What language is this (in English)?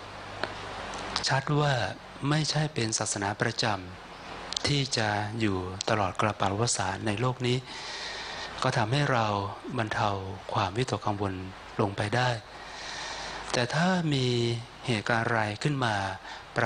Thai